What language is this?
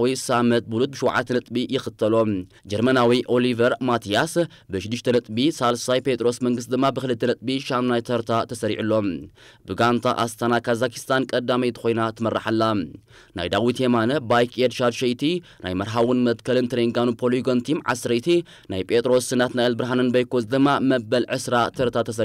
Tigrinya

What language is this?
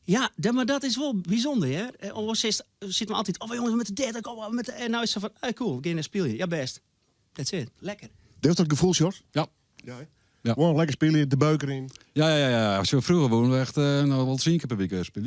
Western Frisian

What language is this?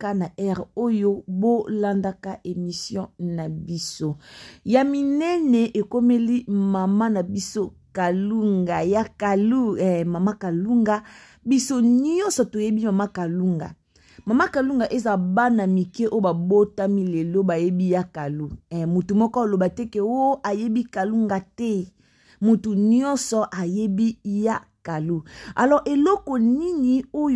Lingala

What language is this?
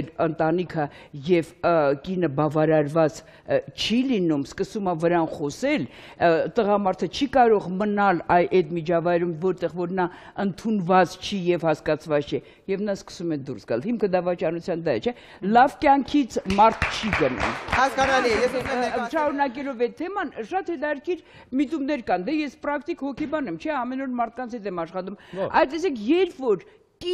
Armenian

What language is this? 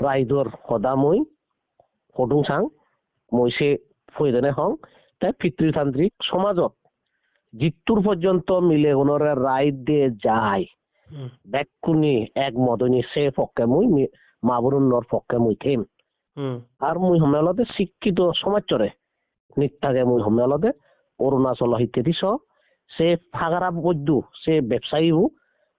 Chakma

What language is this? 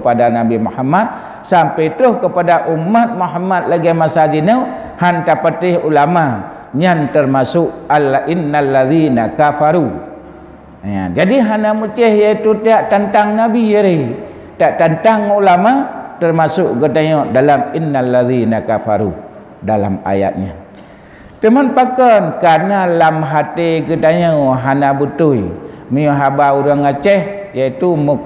Achinese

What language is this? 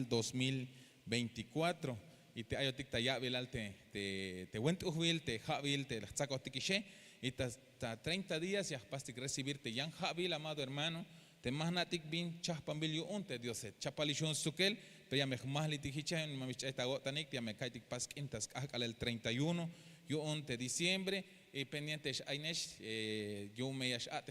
Tzeltal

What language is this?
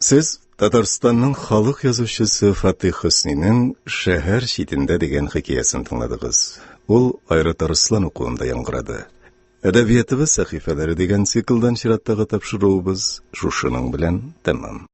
Tatar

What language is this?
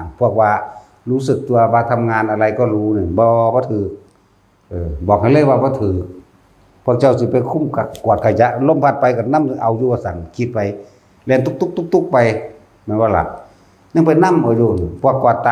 Northeastern Thai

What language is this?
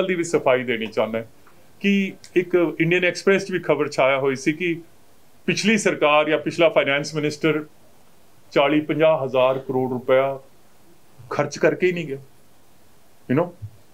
Punjabi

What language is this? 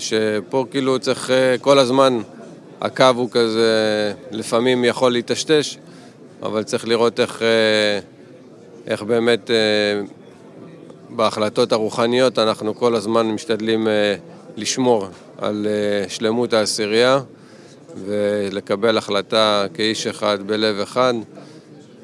Hebrew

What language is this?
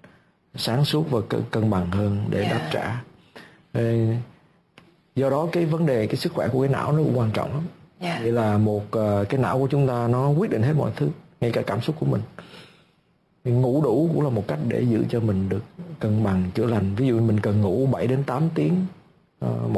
Vietnamese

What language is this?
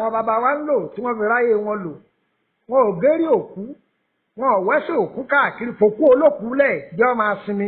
Yoruba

